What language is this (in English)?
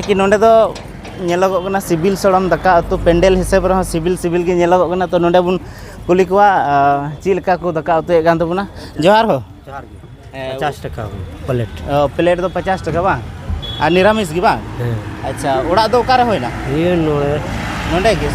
Santali